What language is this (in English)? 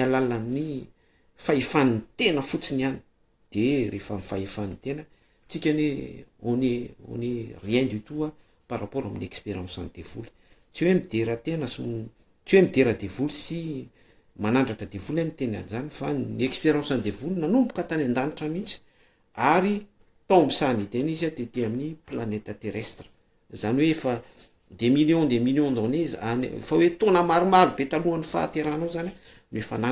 Malagasy